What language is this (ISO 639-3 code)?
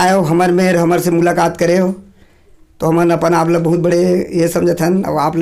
hne